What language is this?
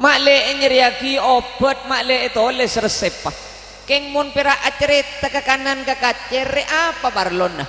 Madurese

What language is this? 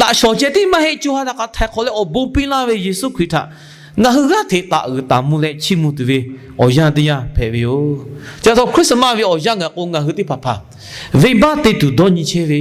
Lahu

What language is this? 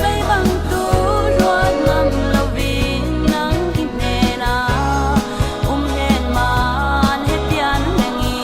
Falam Chin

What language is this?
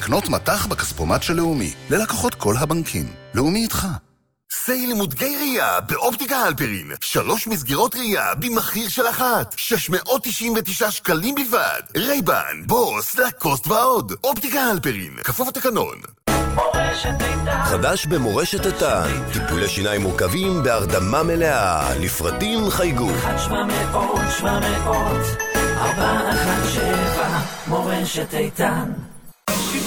Hebrew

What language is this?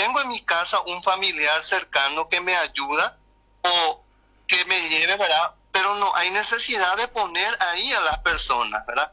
Spanish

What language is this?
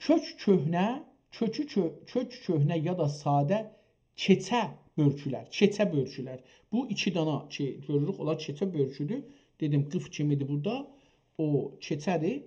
South Azerbaijani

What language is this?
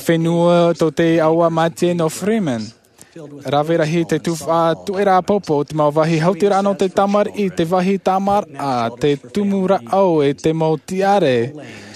Tahitian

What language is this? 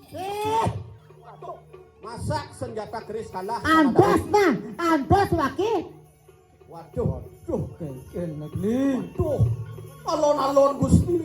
Balinese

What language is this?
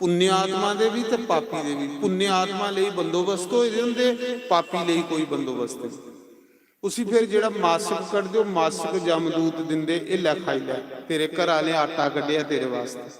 Dogri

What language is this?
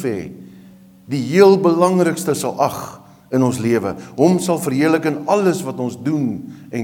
Afrikaans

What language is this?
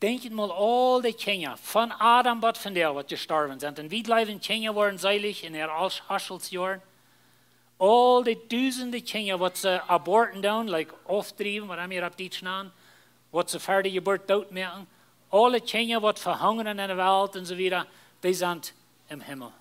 Plautdietsch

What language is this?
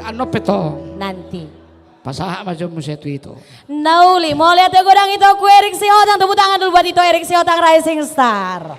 Batak Toba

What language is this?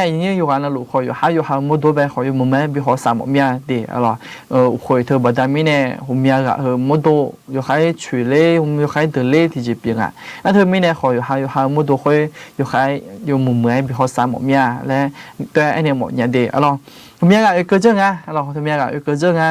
Akha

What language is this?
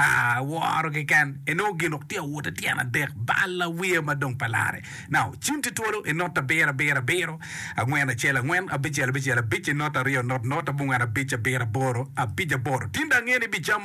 Acoli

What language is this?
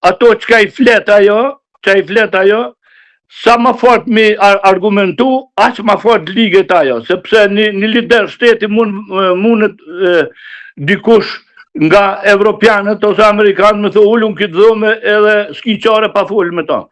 Albanian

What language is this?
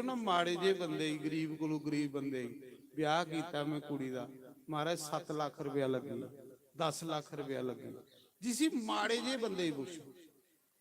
Dogri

